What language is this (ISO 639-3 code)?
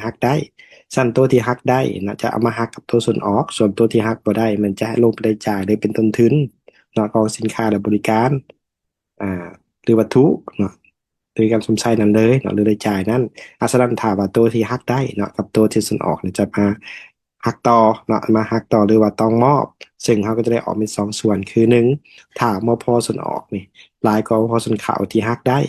lao